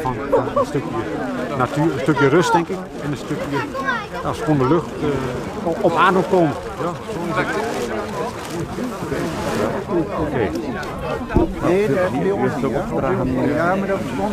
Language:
Dutch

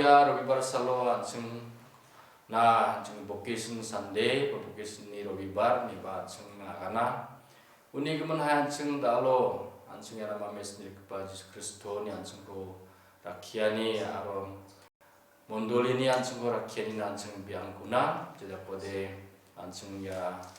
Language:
Garo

